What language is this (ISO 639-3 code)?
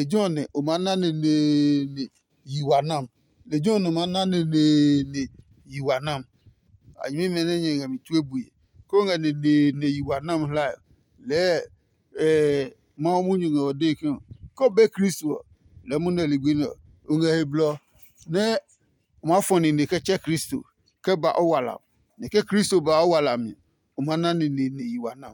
ada